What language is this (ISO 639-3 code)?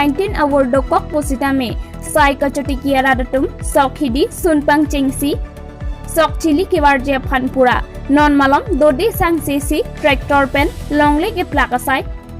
mjw